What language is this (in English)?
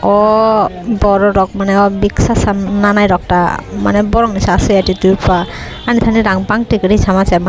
Kok Borok